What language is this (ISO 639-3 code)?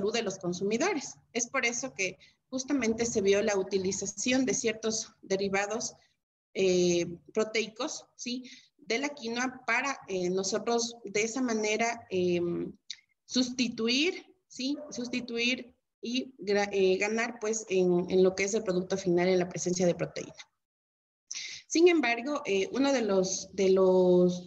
spa